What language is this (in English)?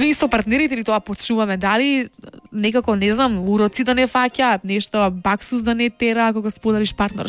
Macedonian